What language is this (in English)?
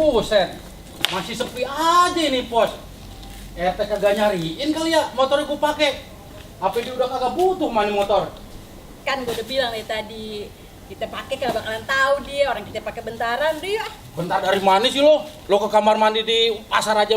Betawi